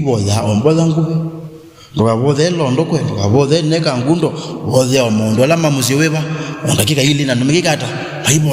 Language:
Kamba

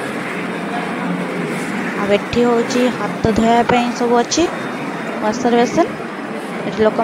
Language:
Odia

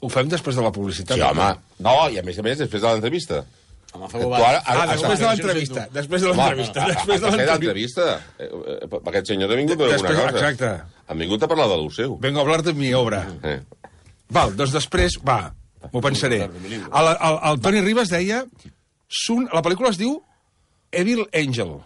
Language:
Catalan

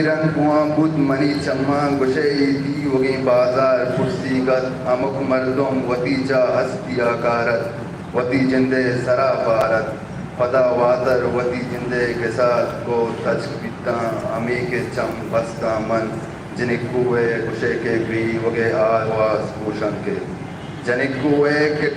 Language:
Eastern Balochi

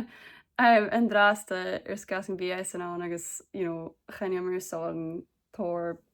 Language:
Scottish Gaelic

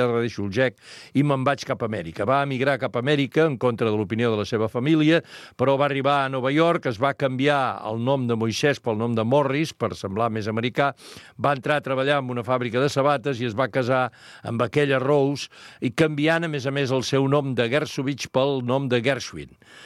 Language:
Catalan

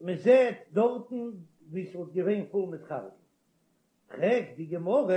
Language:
Yiddish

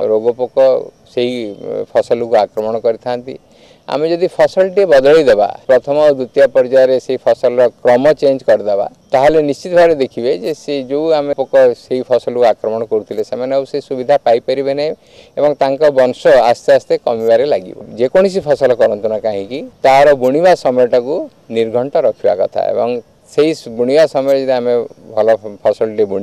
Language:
Odia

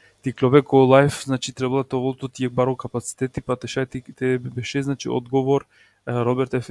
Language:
Balkan Romani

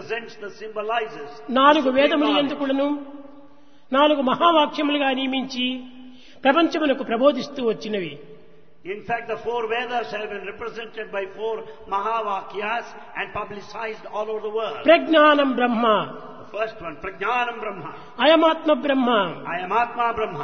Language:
Telugu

